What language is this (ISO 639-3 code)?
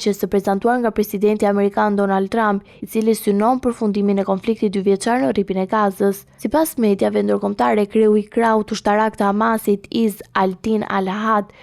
sqi